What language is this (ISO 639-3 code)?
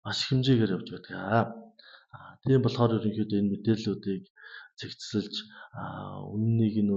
mon